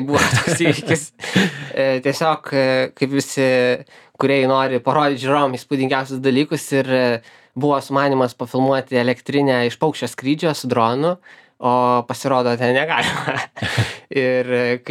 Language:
Lithuanian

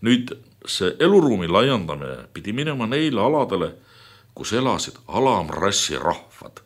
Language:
Estonian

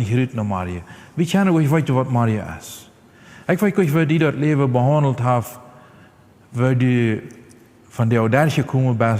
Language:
Plautdietsch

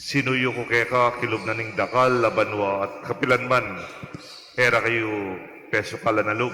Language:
Pampanga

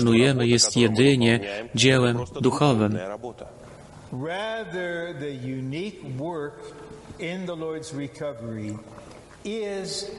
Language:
Polish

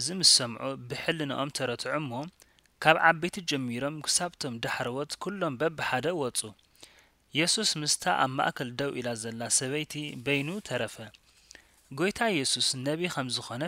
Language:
Tigrinya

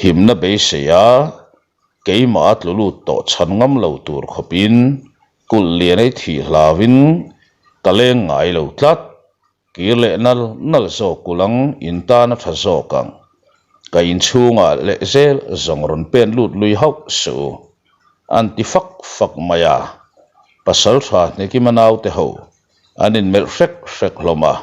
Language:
Mizo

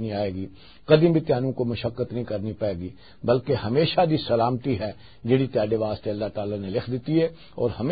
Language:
Western Panjabi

